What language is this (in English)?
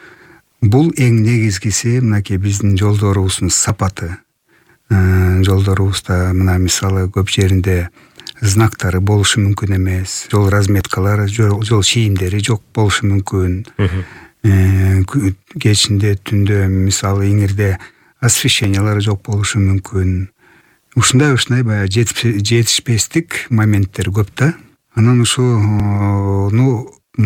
Kyrgyz